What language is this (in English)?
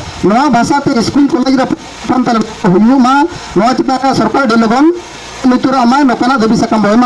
Santali